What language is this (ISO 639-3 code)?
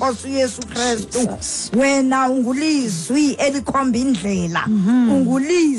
xho